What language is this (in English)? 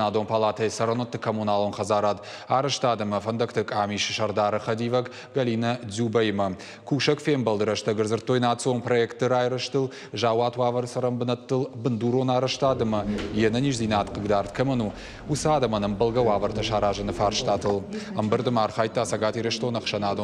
Ossetic